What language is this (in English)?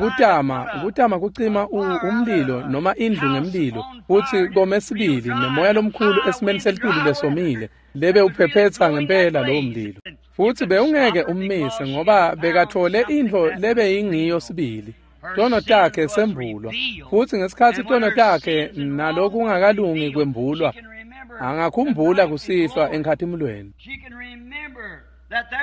Swati